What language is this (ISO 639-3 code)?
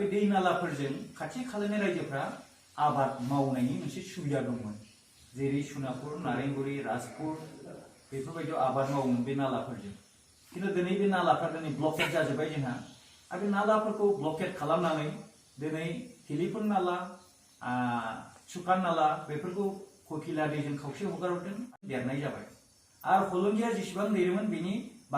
brx